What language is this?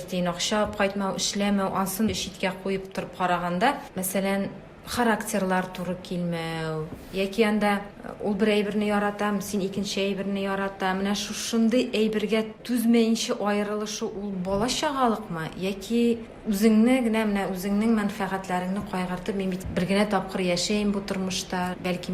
Tatar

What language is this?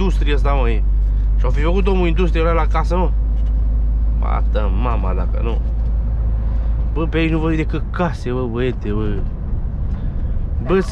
Romanian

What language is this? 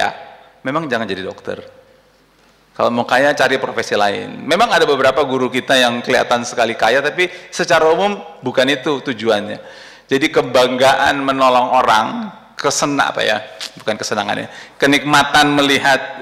Indonesian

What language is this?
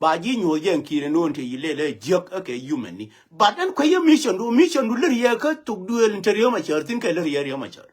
Nuer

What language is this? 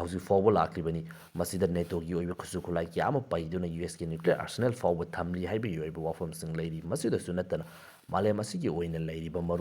Manipuri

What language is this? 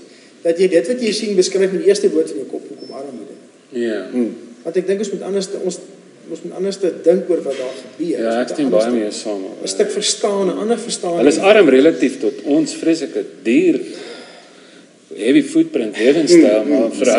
Afrikaans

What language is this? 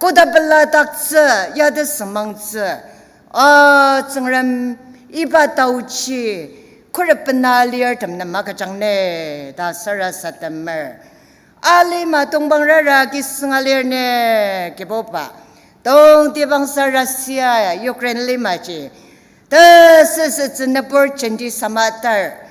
Ao Naga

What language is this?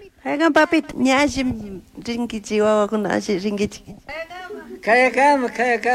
Chimborazo Highland Quichua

